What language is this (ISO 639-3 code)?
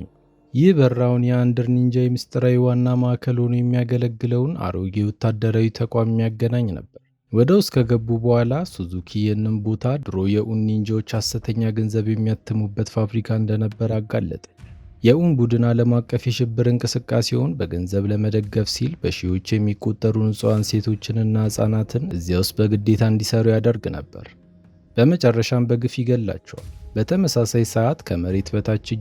amh